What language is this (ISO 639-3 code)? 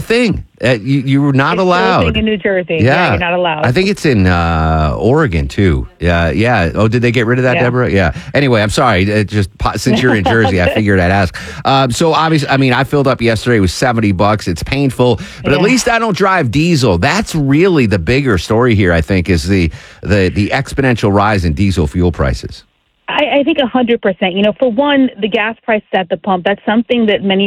eng